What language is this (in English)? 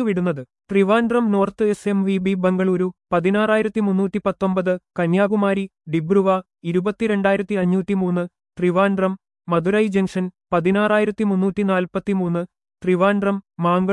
Malayalam